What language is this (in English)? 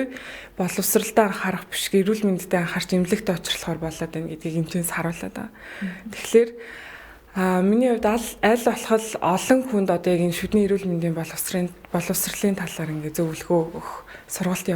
Mongolian